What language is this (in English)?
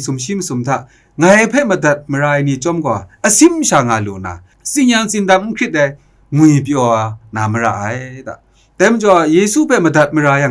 Kachin